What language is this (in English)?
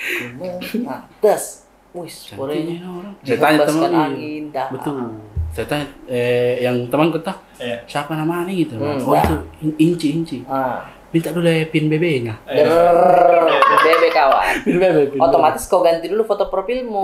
Makassar Malay